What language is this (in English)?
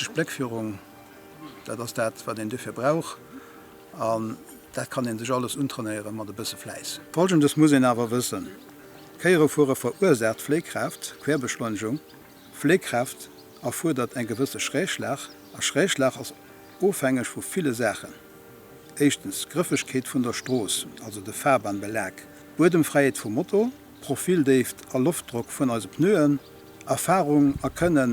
Luxembourgish